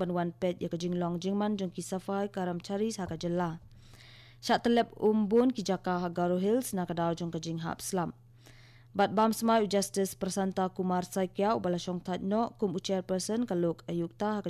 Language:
Khasi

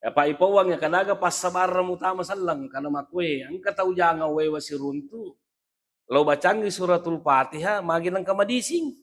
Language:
Buginese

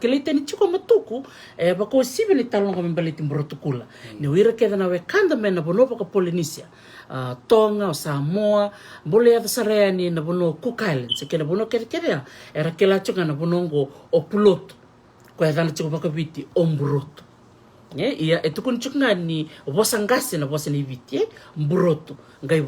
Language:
Fijian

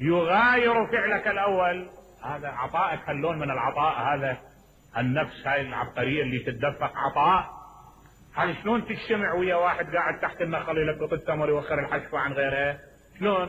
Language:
Mesopotamian Arabic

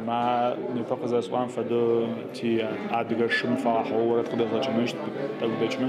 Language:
Adyghe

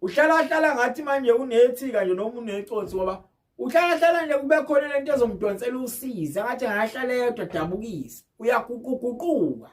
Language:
Zulu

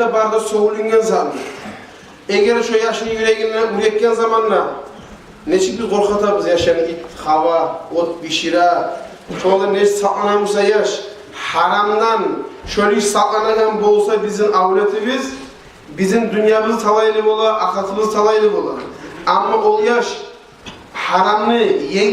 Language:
Kumyk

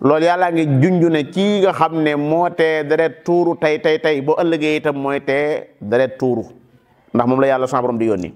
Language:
Wolof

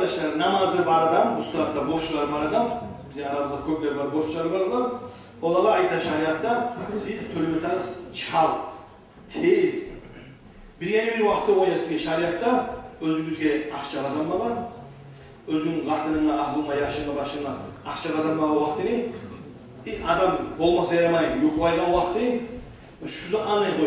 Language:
Kumyk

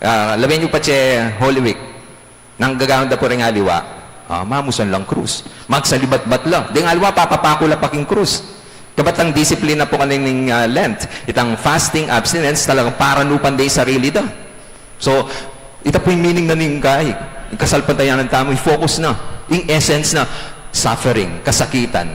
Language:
Pampanga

